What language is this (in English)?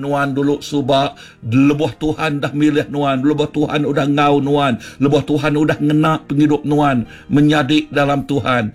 Iban